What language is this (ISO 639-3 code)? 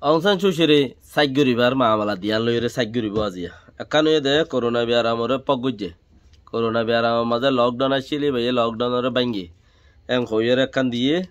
rhg